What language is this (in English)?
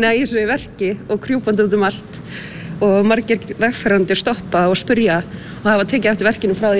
Icelandic